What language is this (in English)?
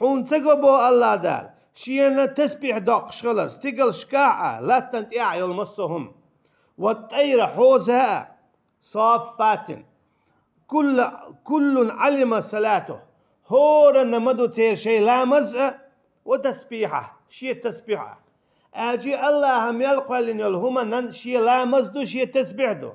Chechen